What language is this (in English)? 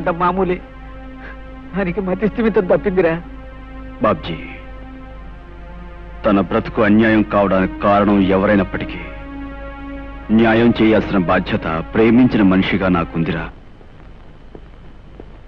Telugu